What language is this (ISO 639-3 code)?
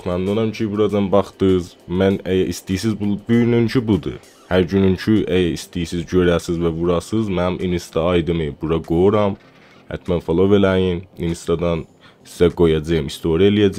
azb